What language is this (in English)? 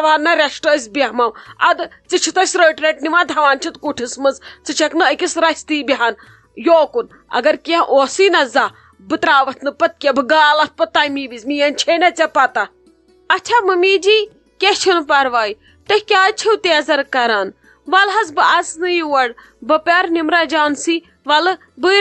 Kashmiri